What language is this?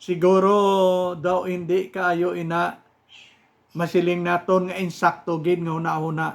Hiligaynon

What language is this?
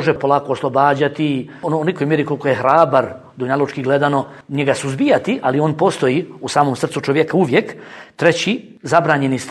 Bosnian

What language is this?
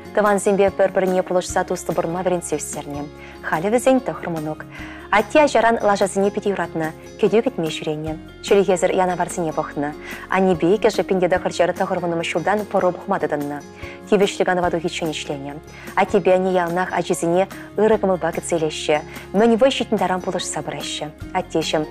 Chuvash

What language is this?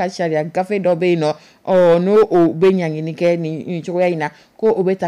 Dyula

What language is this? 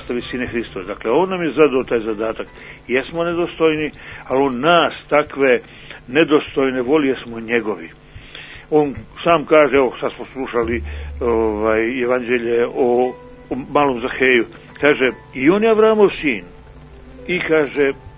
Serbian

